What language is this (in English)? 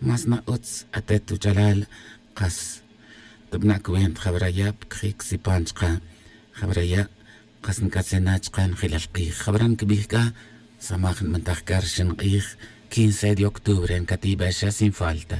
Tz'utujil